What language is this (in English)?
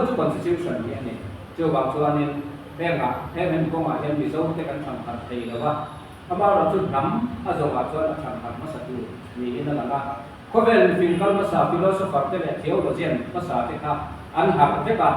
Mizo